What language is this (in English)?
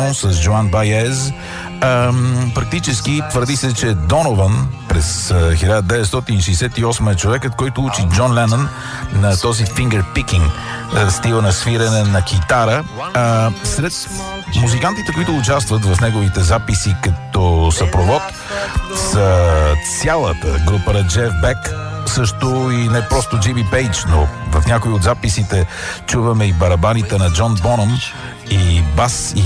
Bulgarian